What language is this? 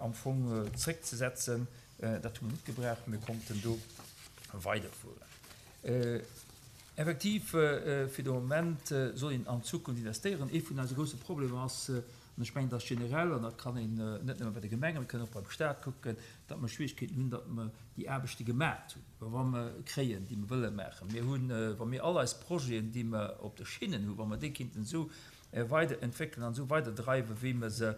Luxembourgish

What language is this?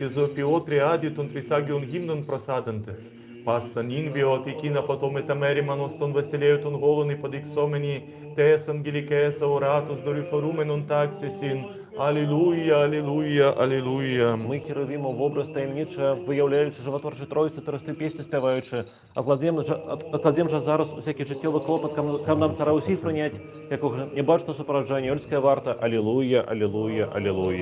Belarusian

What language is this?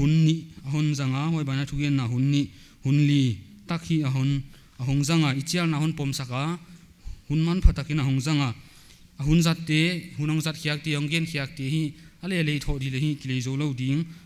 Paite Chin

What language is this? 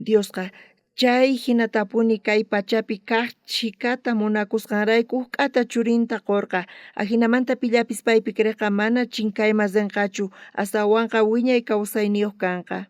South Bolivian Quechua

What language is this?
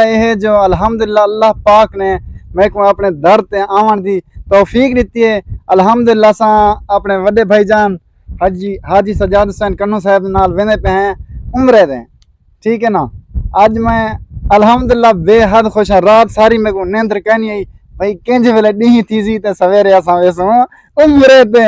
Saraiki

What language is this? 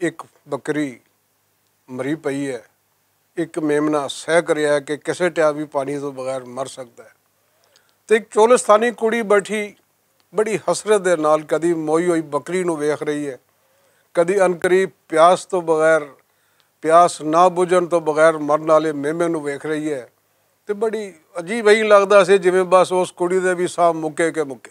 Western Panjabi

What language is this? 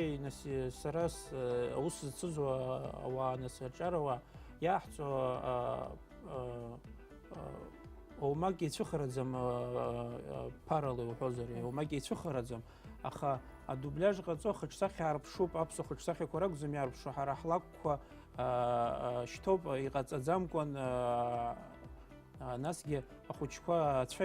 Abkhazian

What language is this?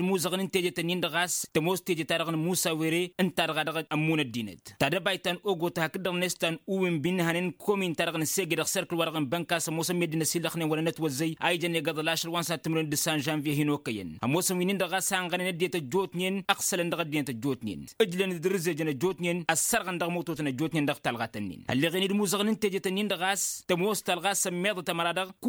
Tamasheq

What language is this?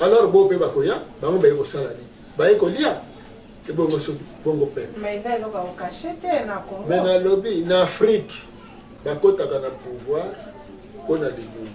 Lingala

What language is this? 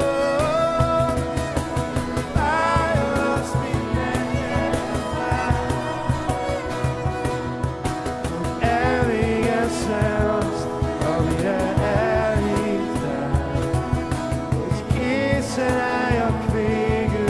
Hungarian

